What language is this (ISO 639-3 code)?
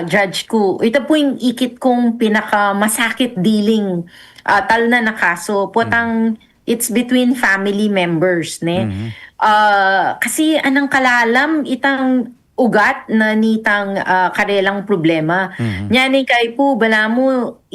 pam